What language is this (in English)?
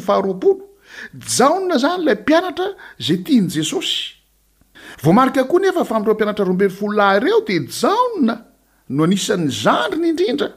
Malagasy